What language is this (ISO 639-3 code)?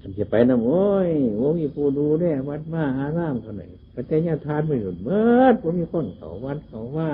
tts